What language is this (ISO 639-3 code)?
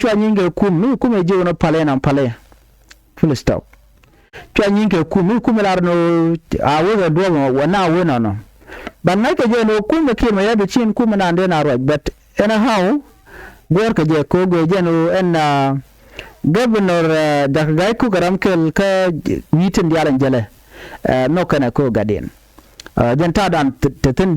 nus